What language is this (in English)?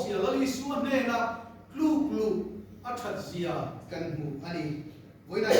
Mizo